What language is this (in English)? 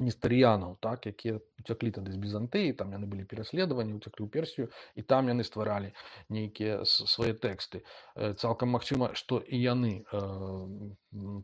Belarusian